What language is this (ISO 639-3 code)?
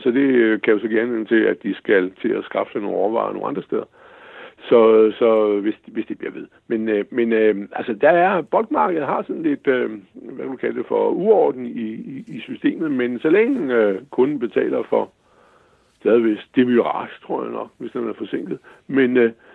dan